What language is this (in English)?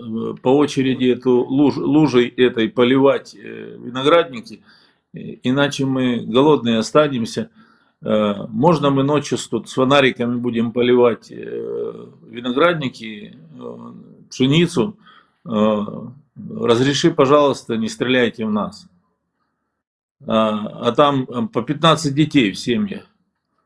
Russian